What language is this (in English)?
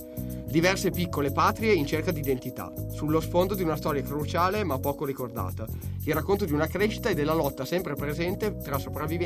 Italian